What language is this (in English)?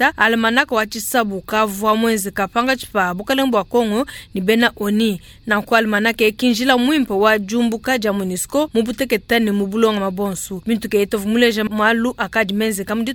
Luba-Lulua